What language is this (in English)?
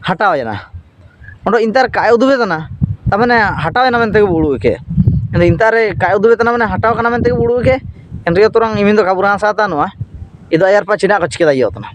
Ho